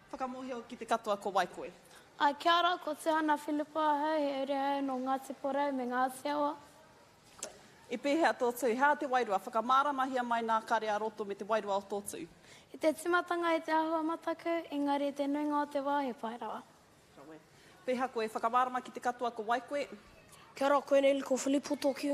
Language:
Māori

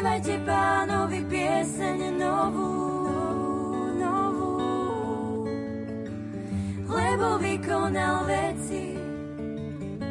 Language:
Slovak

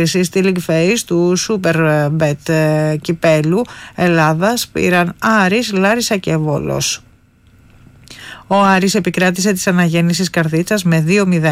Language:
Greek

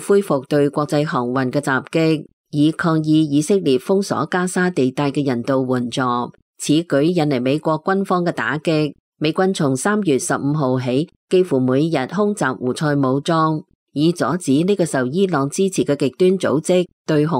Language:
Cantonese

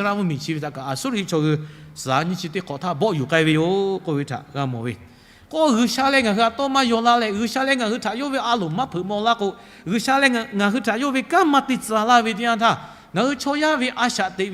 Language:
Lahu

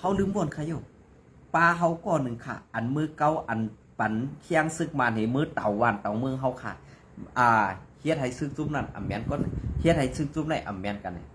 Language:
Shan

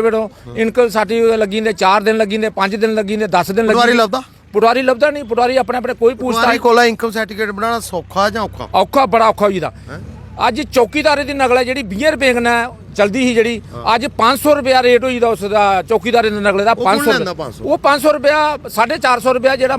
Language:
Dogri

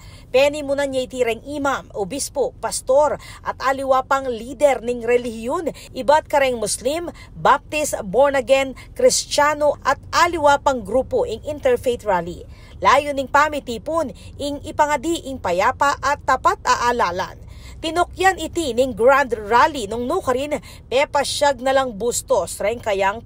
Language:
Pampanga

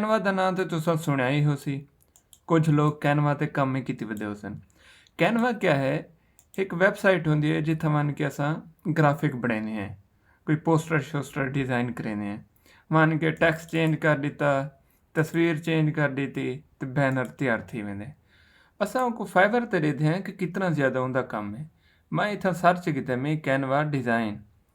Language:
Saraiki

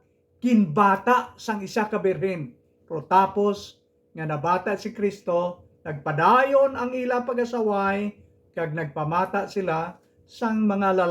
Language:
Hiligaynon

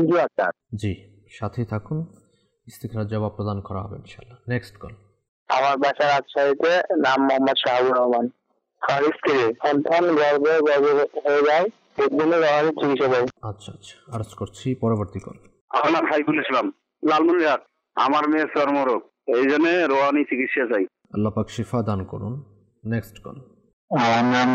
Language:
Bangla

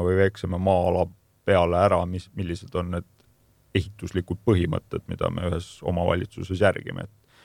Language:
Estonian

